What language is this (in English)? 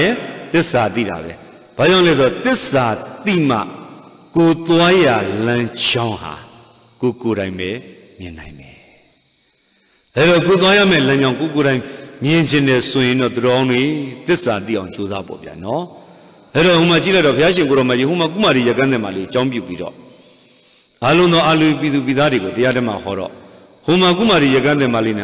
Burmese